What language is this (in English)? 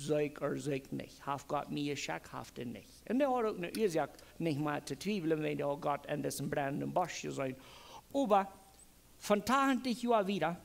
Plautdietsch